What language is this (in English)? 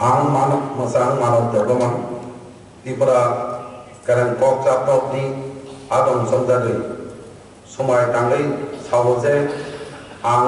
Kok Borok